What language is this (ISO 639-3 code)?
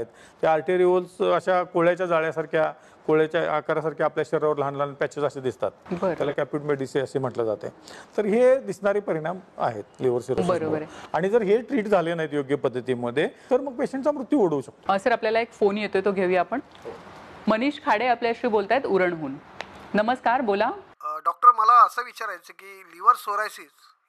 mar